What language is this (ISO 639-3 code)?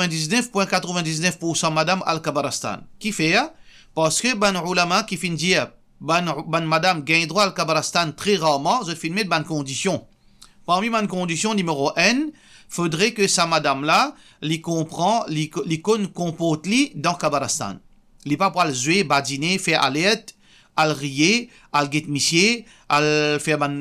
mfe